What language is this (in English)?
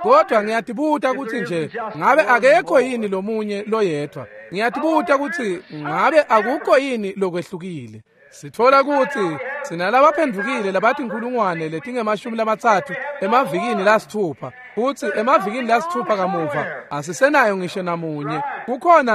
Swati